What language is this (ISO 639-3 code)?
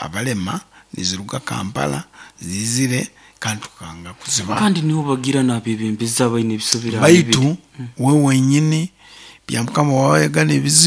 nyo